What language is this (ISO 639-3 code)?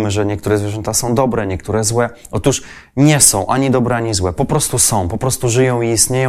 pol